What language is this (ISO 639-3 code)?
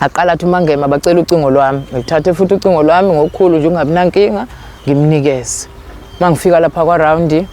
zul